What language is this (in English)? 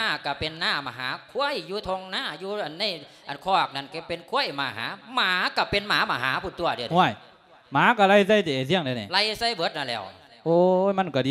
Lao